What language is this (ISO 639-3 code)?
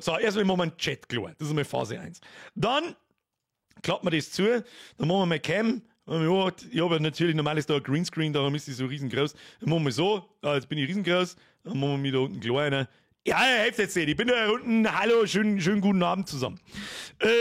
bar